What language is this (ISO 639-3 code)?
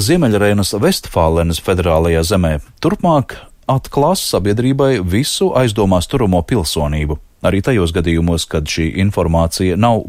lav